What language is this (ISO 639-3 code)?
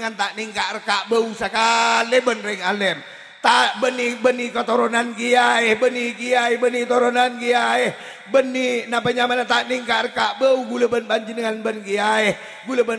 mad